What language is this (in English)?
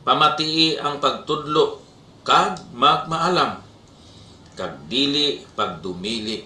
Hiligaynon